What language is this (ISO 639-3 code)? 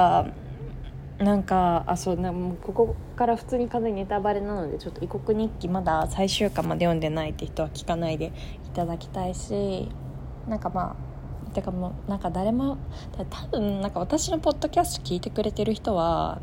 jpn